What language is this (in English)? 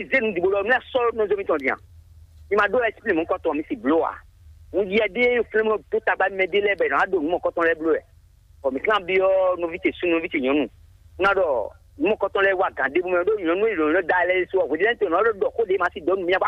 Fon